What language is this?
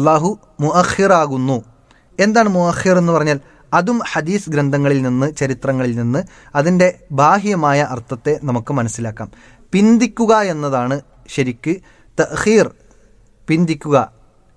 Malayalam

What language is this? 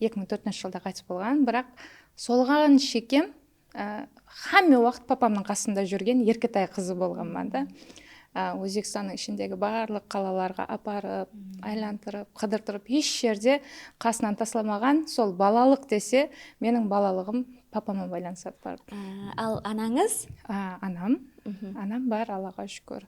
Kara-Kalpak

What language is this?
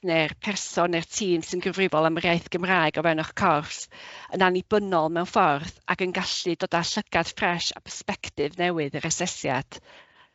Welsh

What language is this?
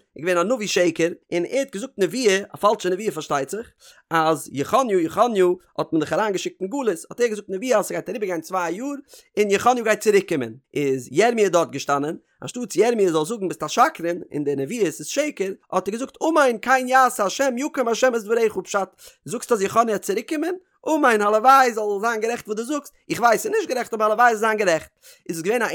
Yiddish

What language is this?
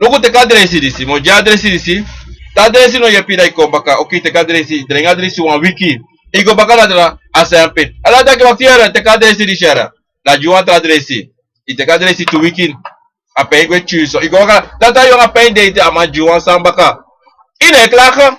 Sranan Tongo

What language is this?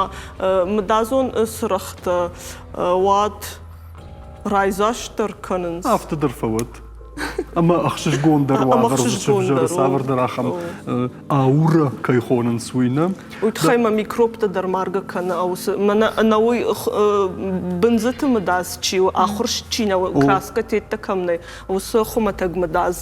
Ossetic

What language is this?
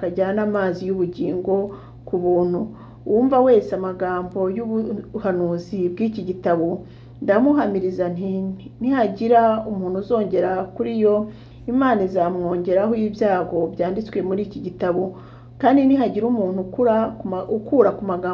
Kinyarwanda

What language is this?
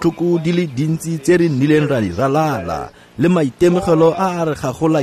Tswana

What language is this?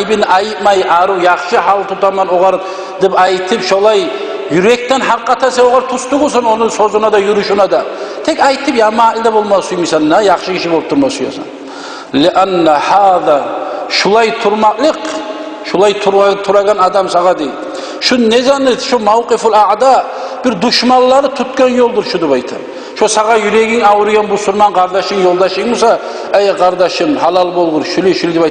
Kumyk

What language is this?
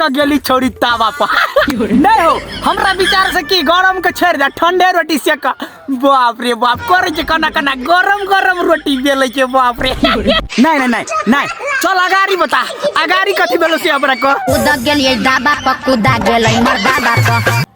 Maithili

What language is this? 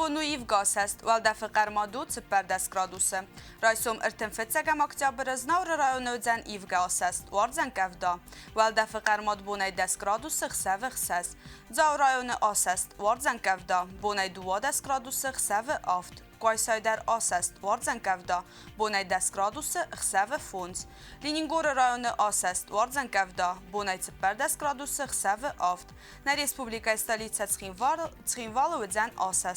Ossetic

